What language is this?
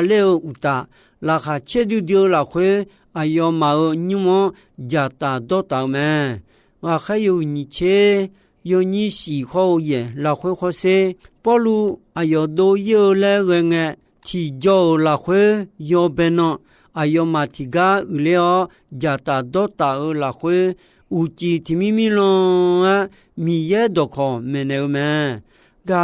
Akha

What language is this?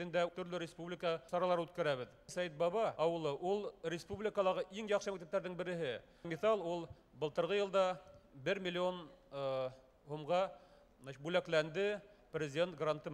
Bashkir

